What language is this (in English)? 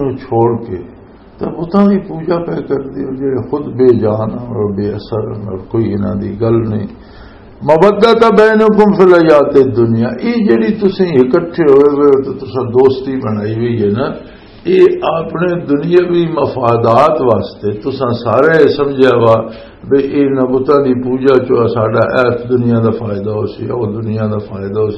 Western Panjabi